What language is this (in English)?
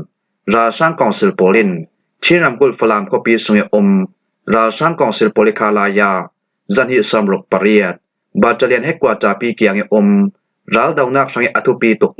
Falam Chin